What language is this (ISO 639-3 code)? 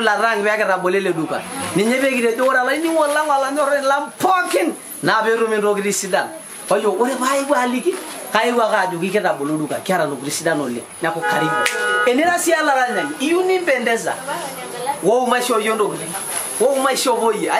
mas